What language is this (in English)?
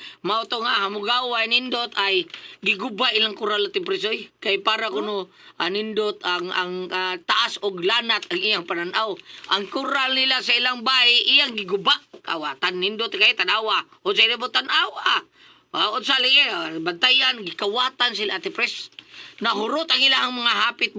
Cebuano